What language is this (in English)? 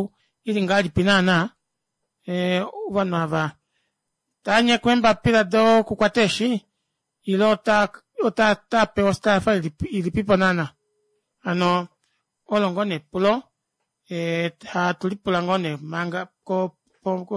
Kuanyama